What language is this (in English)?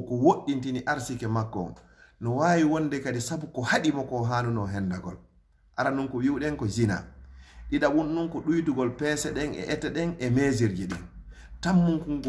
Fula